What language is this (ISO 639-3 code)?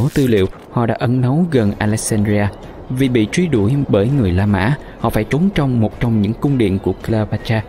vie